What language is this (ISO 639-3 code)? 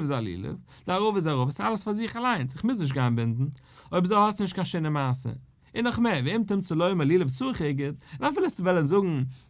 yid